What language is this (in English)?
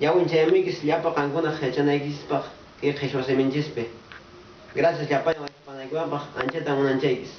Quechua